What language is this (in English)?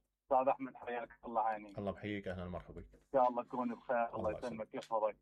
Mesopotamian Arabic